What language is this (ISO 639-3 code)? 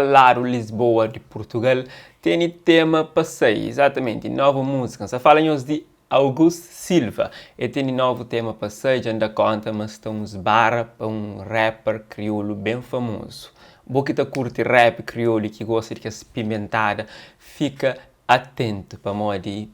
kea